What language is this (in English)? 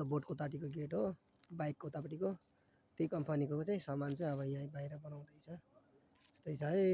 Nepali